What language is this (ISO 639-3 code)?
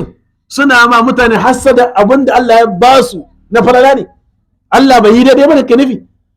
hau